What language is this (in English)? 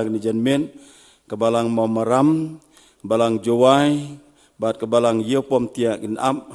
Khasi